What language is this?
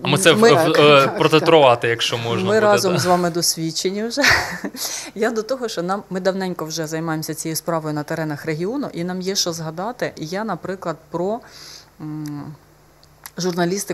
Ukrainian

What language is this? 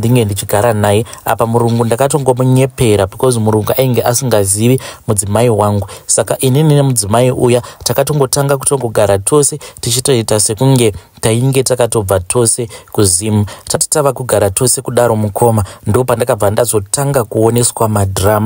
Shona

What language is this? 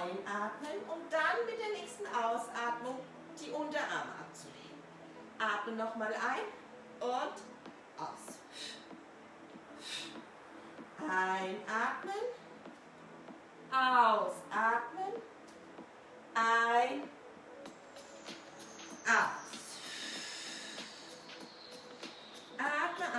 German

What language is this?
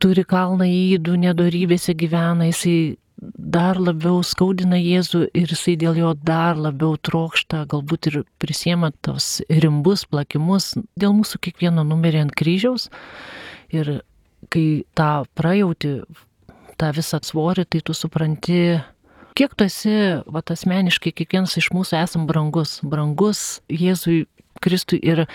Lithuanian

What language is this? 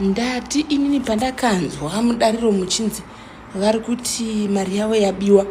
Shona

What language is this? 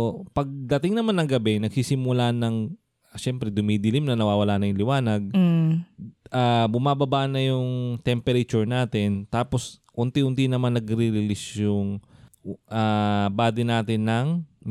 Filipino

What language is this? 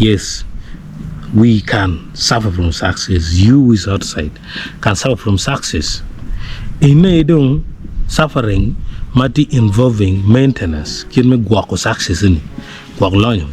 Acoli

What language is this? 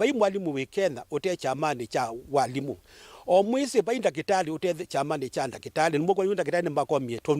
Kamba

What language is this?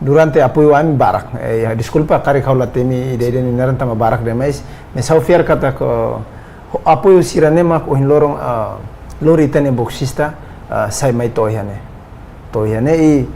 Tetum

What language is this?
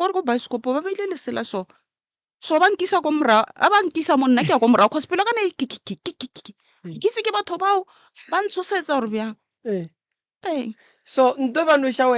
Northern Sotho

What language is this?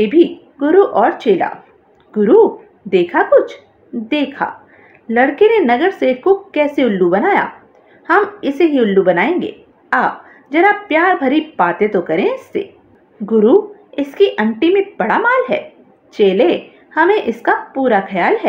Hindi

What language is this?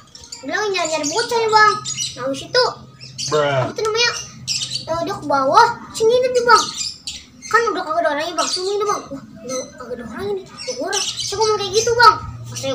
Betawi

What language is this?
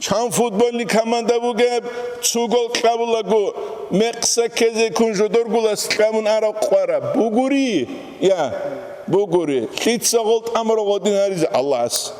Avaric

